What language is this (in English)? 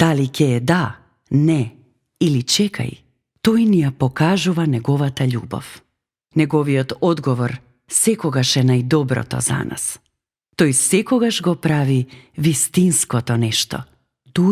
Macedonian